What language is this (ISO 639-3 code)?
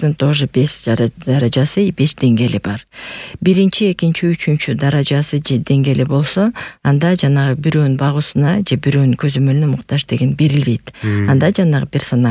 kir